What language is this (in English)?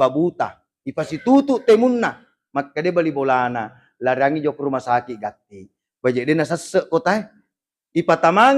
Buginese